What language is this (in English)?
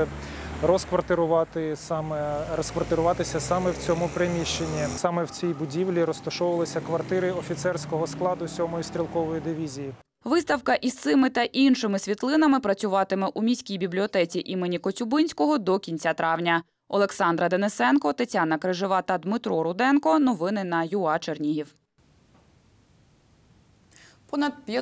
Ukrainian